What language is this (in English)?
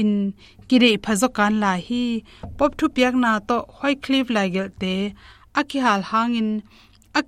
Tedim Chin